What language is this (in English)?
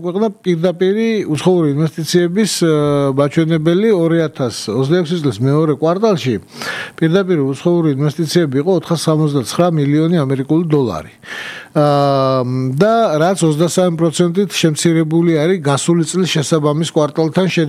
Georgian